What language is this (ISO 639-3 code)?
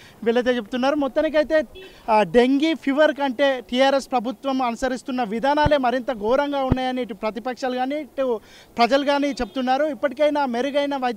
tel